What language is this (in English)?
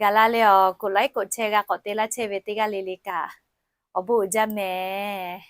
Lahu